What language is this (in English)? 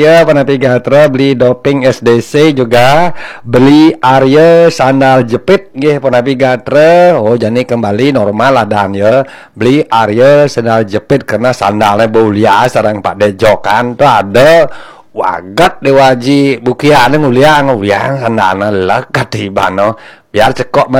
Balinese